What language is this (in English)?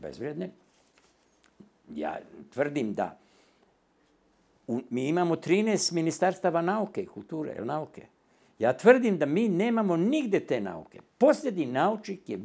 Bosnian